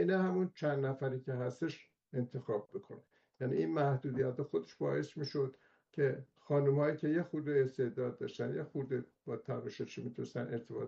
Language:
Persian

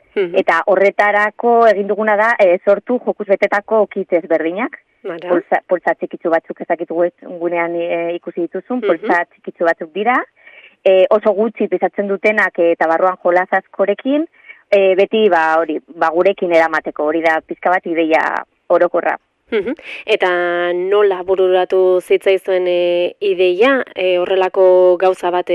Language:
Basque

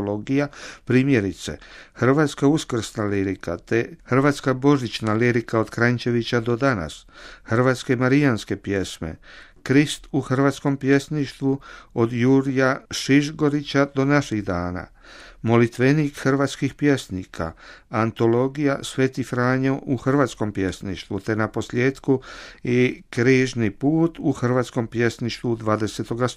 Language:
Croatian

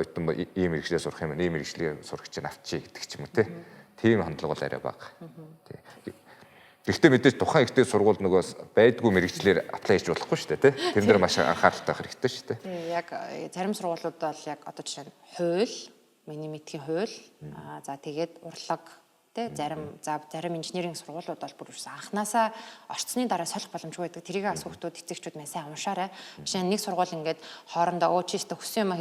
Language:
Mongolian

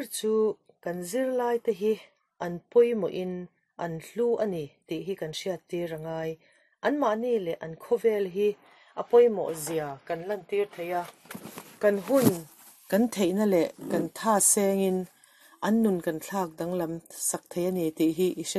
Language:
Mizo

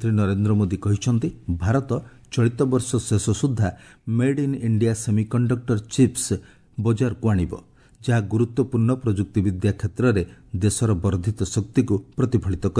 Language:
Odia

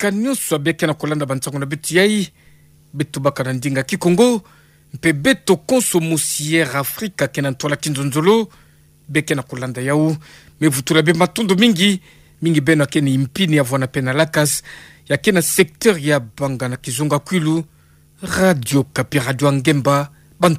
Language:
Kituba (Democratic Republic of Congo)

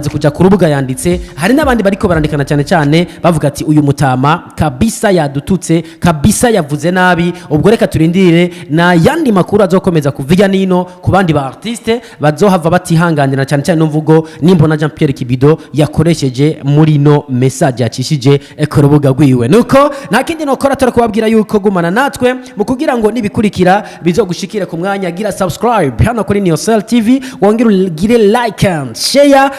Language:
Rundi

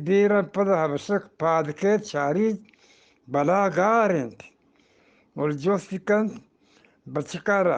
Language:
Eastern Balochi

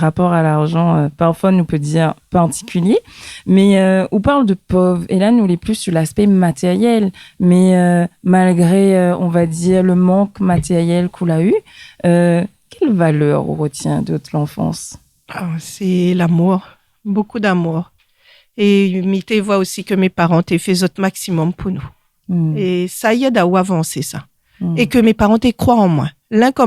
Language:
Réunion Creole French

